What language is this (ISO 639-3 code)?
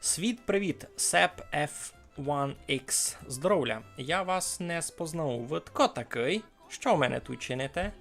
rue